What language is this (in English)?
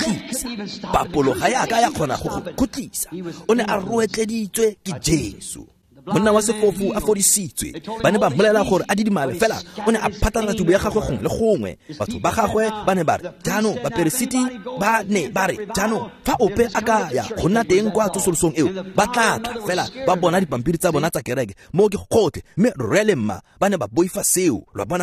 Tswana